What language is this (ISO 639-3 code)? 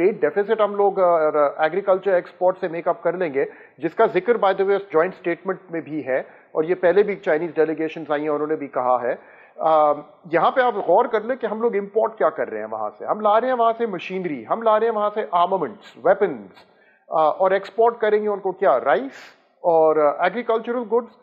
urd